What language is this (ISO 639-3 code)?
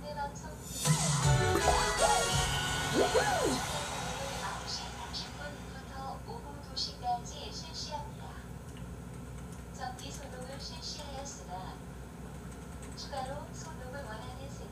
kor